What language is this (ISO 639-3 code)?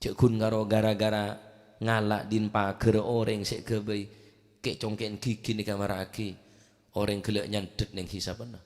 mad